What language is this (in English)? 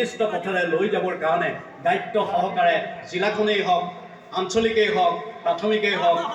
Assamese